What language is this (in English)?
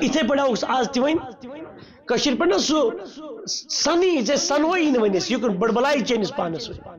Kashmiri